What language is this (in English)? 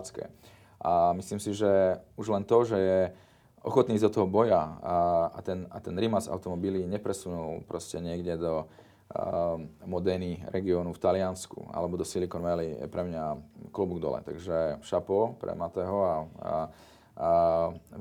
Slovak